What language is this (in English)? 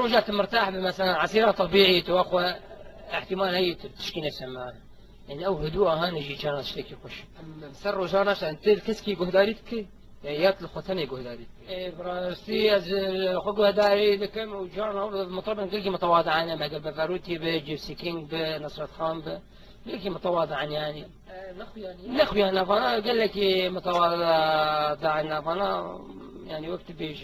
Kurdish